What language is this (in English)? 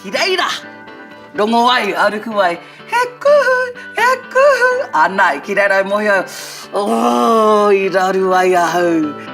Māori